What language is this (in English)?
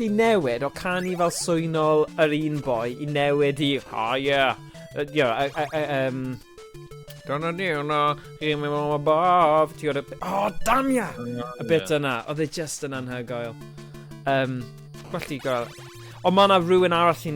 Welsh